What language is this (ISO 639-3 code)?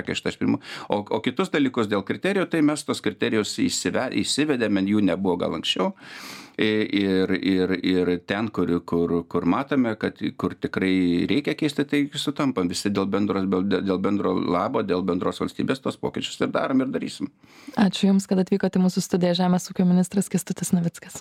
lit